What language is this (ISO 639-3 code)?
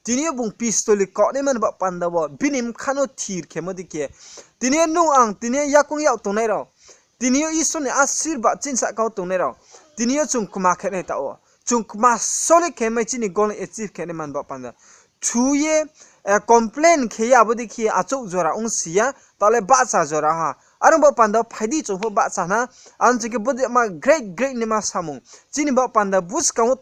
ria